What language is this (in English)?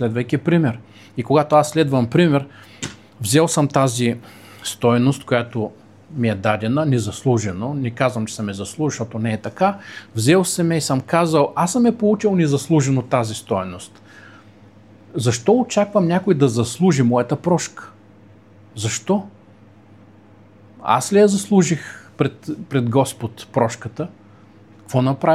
Bulgarian